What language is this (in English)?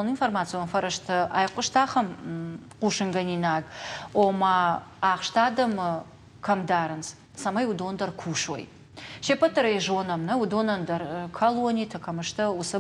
Ossetic